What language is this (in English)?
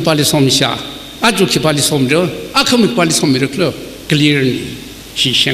Tangkhul Naga (India)